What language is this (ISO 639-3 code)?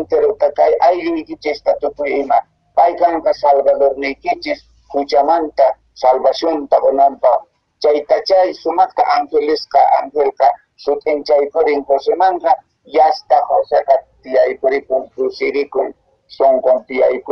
que